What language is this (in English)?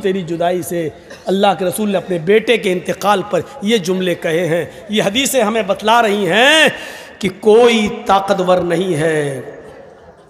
Urdu